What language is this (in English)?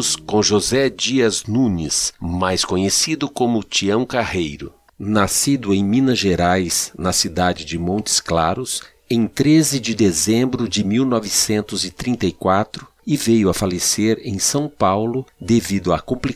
Portuguese